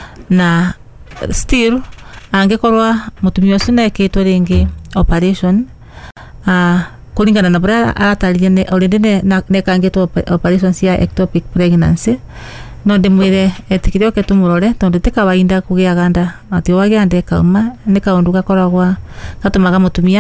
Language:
Kikuyu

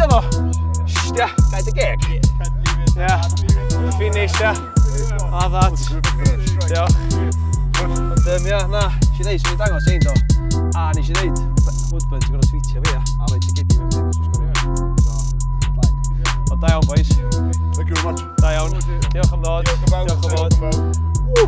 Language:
Welsh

